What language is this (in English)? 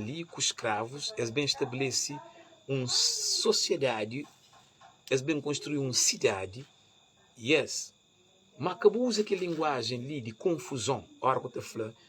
Kabuverdianu